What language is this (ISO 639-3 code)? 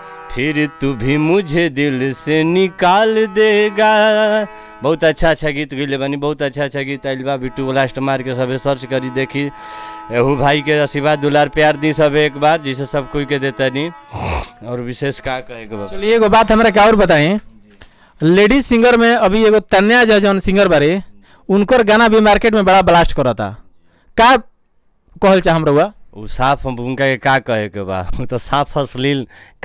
bho